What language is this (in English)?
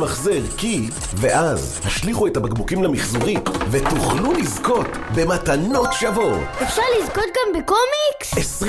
Hebrew